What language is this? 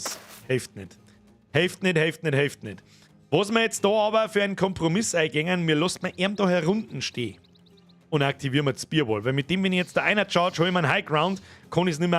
Bavarian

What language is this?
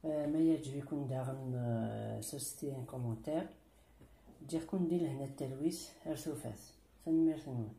Kabyle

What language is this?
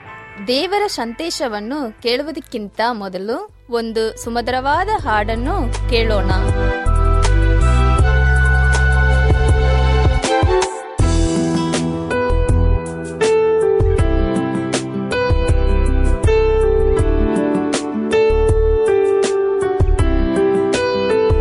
Kannada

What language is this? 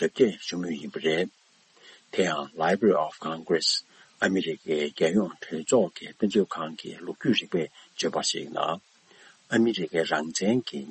Tibetan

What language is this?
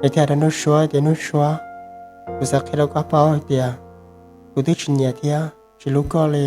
Hmong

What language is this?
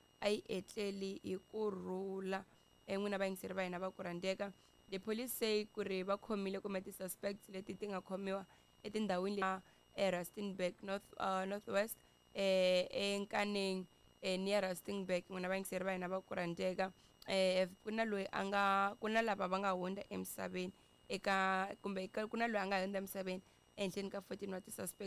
Tsonga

